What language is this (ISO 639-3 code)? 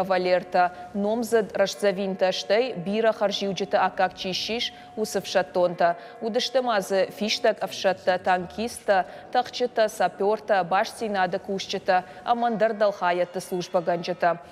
oss